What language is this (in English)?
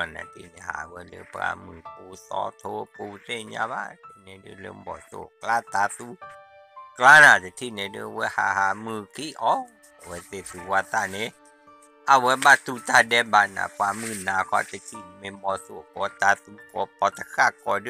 S'gaw Karen